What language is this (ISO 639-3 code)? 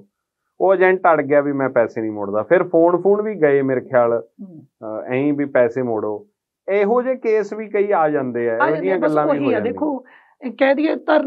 pan